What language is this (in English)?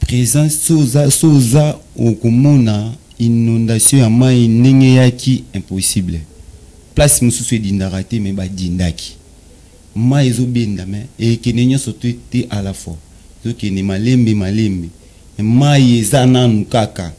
Lingala